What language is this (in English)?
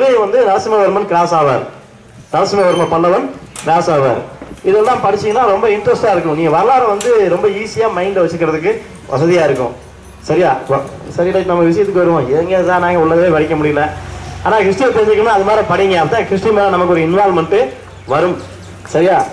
Tamil